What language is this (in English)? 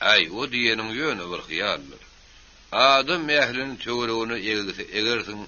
Turkmen